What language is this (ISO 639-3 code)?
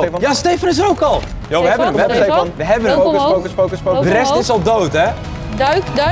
nld